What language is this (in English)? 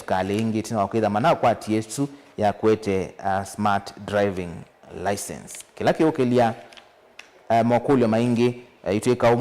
Kamba